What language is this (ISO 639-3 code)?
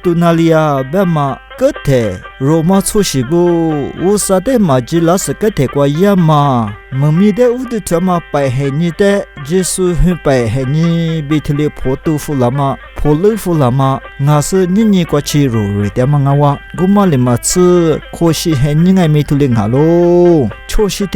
lis